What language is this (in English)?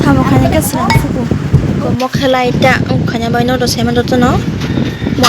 Kok Borok